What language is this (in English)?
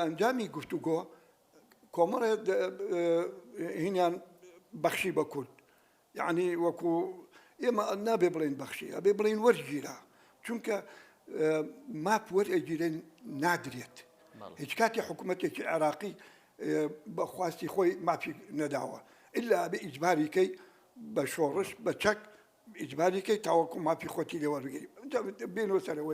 Central Kurdish